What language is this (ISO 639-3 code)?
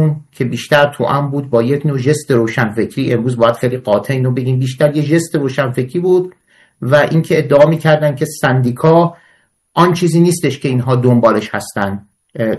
fas